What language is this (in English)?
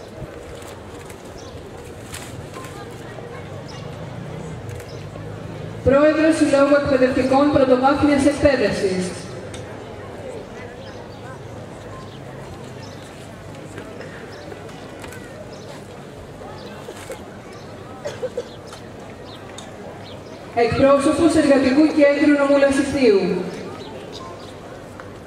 Greek